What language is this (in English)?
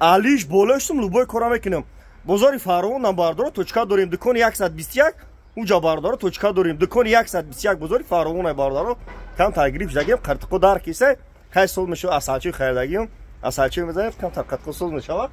Tajik